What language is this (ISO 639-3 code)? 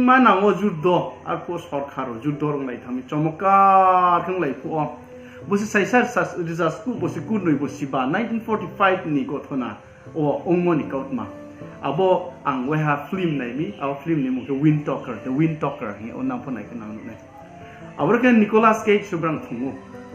ria